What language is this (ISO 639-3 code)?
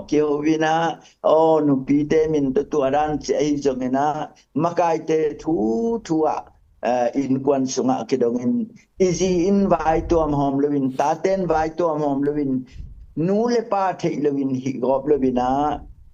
ctd